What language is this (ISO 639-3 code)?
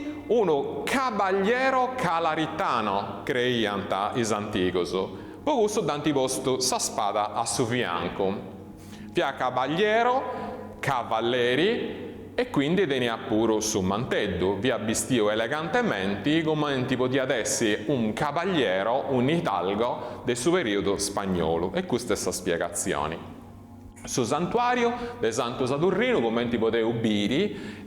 srd